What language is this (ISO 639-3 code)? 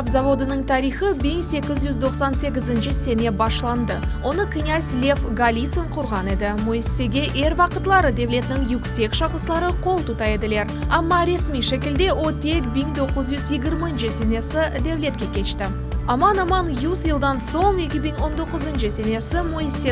crh